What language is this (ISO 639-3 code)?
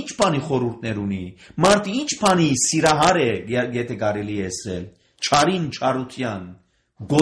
hye